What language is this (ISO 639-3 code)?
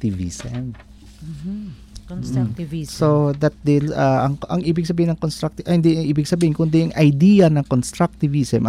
fil